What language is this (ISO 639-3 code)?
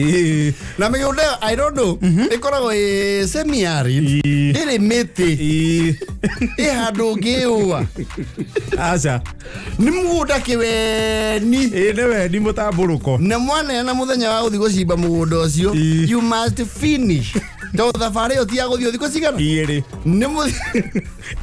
kik